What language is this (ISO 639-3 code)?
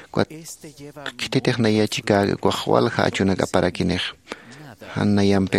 aym